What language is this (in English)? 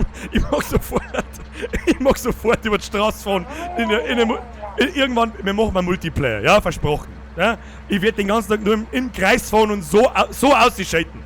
Bavarian